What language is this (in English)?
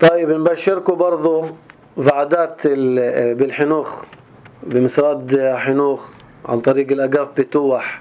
North Levantine Arabic